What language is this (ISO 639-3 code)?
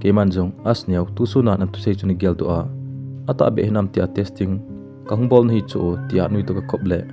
tcz